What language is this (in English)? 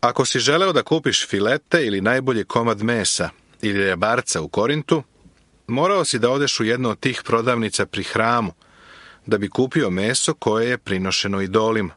Serbian